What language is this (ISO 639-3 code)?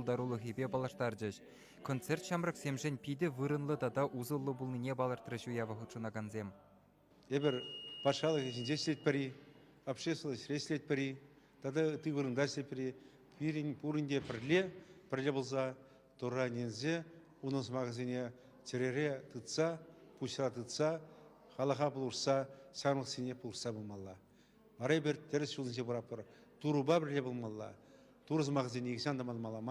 chv